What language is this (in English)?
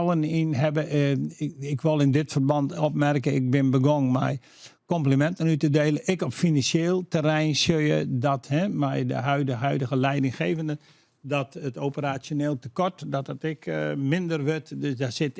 Western Frisian